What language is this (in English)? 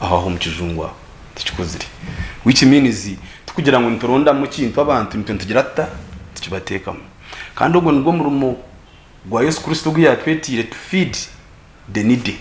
Nyankole